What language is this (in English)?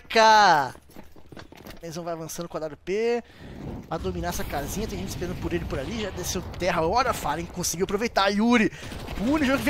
Portuguese